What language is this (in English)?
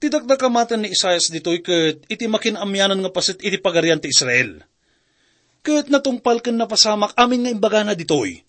Iloko